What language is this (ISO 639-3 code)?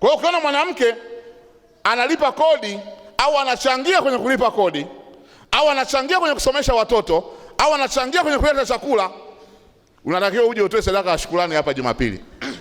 swa